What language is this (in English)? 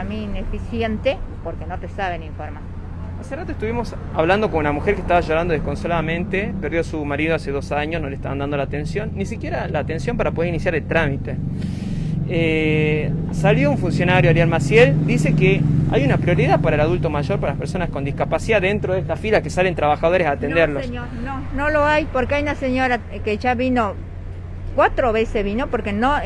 Spanish